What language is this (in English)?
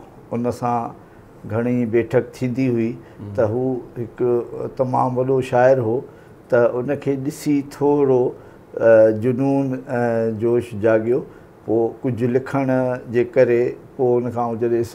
Sindhi